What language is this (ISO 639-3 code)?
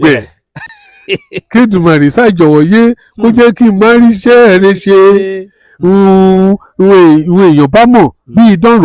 yor